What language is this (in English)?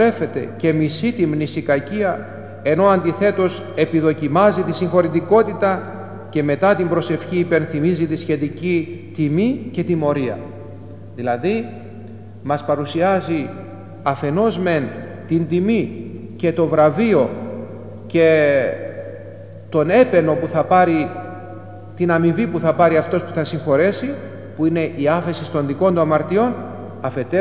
Greek